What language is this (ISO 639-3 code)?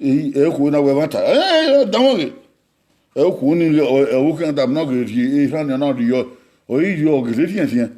bin